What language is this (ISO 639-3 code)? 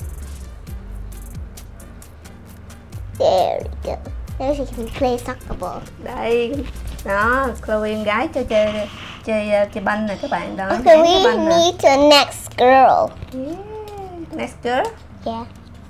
vie